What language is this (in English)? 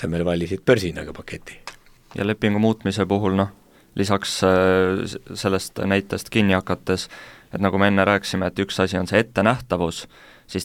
Estonian